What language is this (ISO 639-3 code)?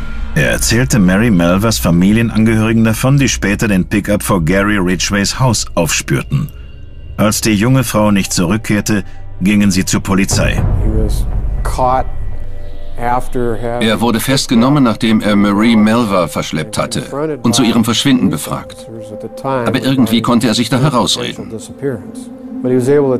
deu